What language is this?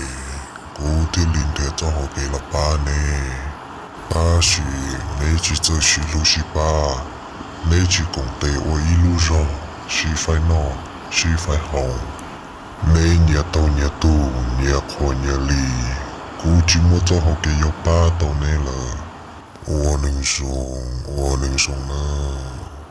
Hmong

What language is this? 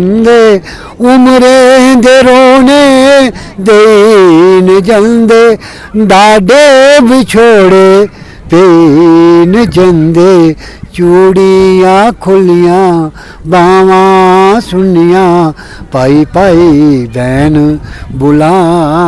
Dogri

